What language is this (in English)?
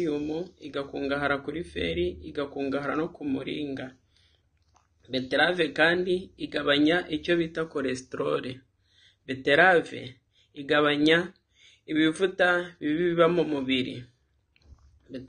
Kinyarwanda